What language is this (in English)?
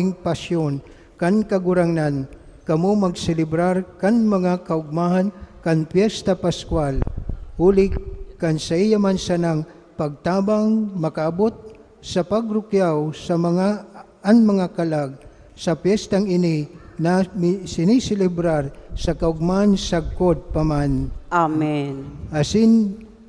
Bikol